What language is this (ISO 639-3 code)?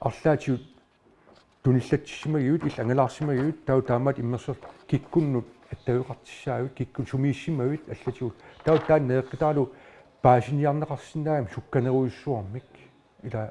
kal